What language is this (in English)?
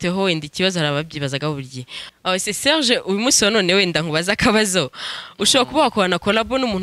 Kinyarwanda